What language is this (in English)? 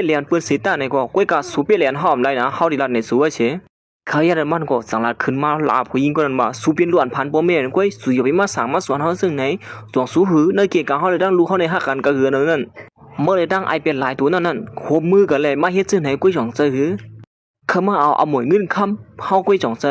Shan